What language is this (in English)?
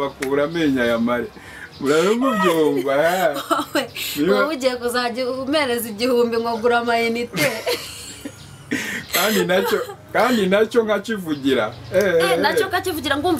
Kinyarwanda